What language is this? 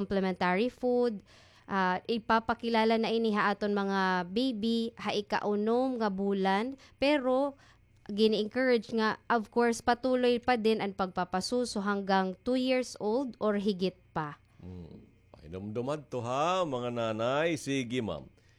Waray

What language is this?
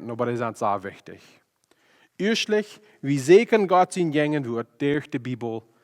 Plautdietsch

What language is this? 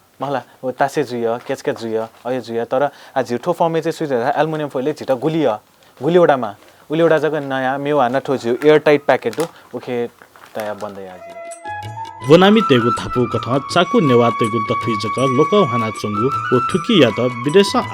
Newari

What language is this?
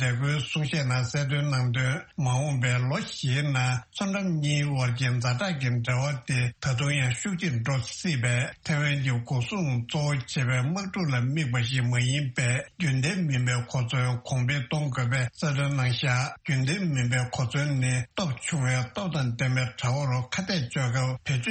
Tibetan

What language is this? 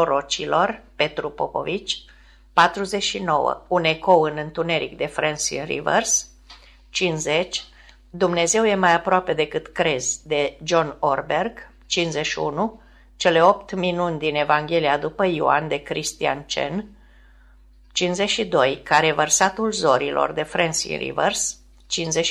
Romanian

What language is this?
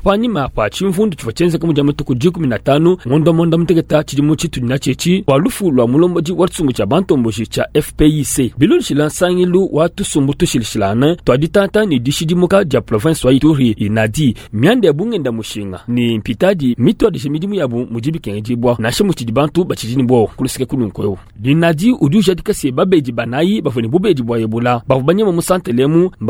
Luba-Lulua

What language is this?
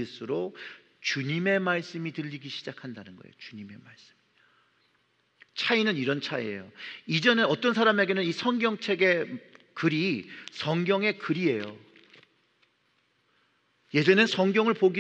Korean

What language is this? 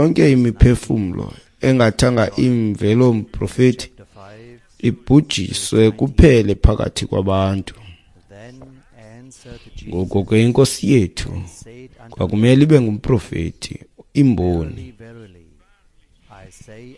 Xhosa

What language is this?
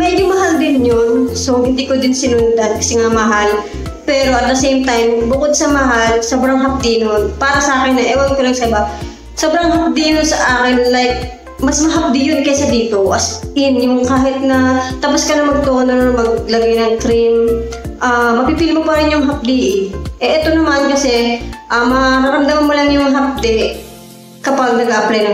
Filipino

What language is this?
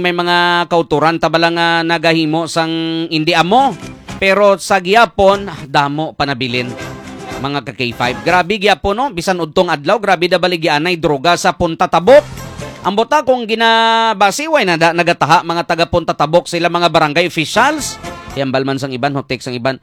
Hiligaynon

